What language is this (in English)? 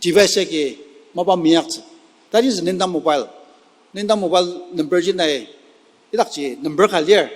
Ao Naga